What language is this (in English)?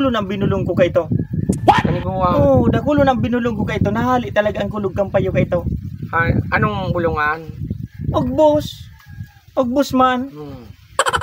Bikol